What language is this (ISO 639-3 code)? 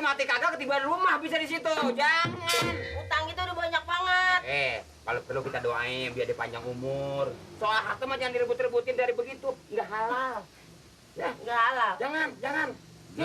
bew